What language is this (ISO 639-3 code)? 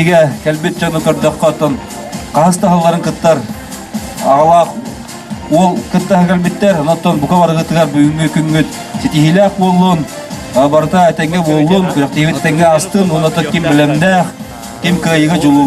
sah